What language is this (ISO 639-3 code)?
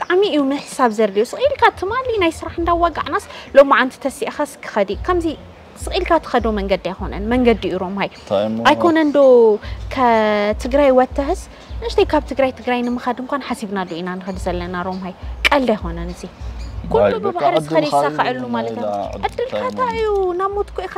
tir